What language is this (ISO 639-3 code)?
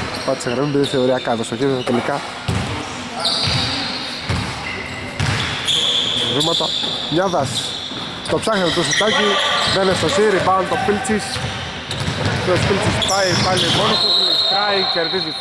ell